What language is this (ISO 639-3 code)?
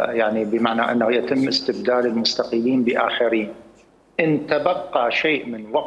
acm